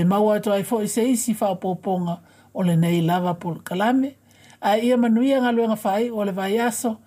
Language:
Samoan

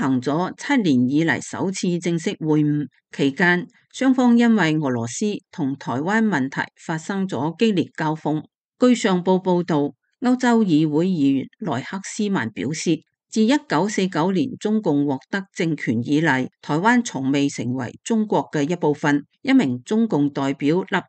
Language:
Cantonese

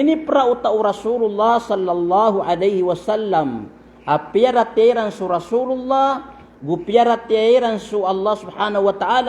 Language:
Maranao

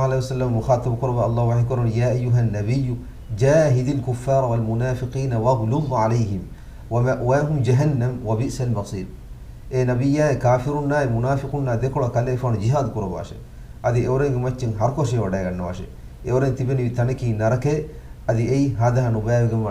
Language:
Divehi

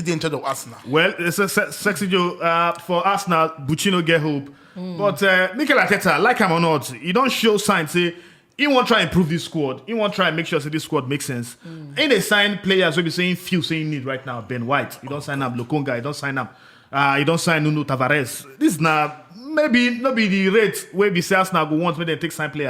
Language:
Nigerian Pidgin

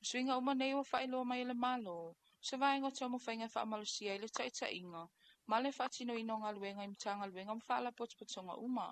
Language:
Samoan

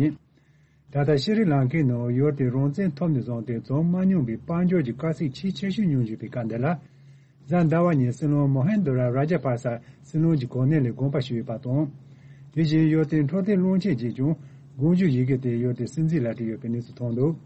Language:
Tibetan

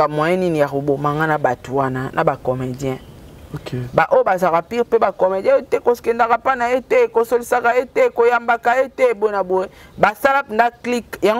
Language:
Lingala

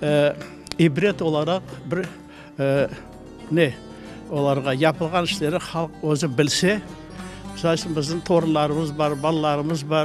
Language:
Crimean Tatar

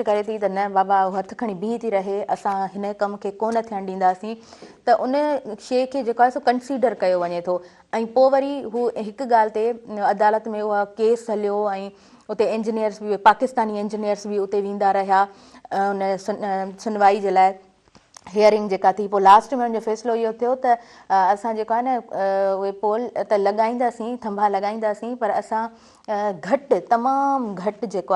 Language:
Sindhi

